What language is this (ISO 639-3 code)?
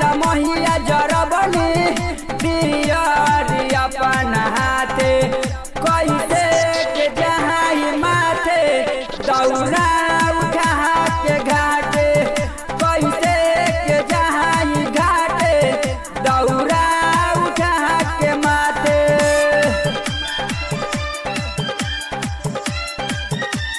bho